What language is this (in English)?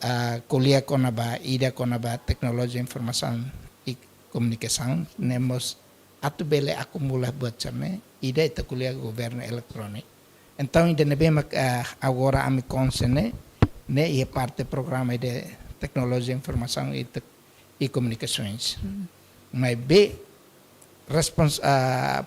Tetum